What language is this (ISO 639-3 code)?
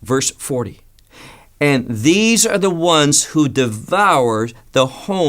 eng